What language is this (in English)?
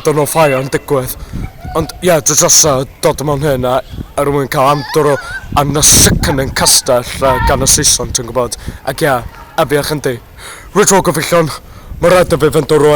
Welsh